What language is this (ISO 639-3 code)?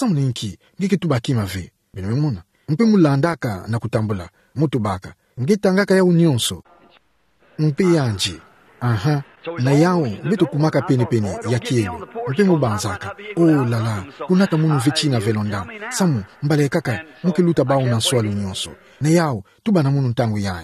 ktu